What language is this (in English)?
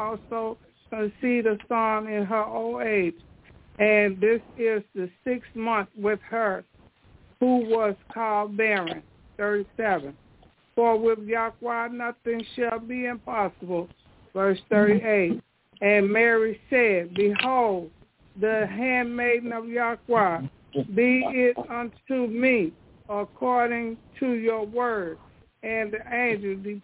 English